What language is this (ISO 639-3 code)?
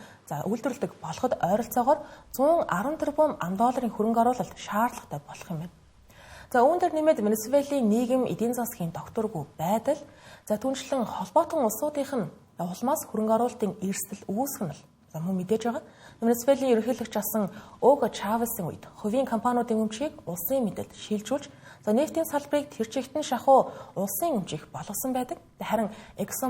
mon